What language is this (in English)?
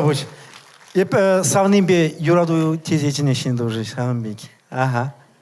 Chuvash